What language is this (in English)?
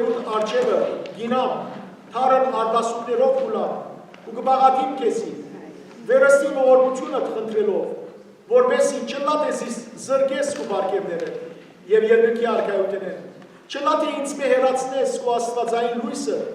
Western Armenian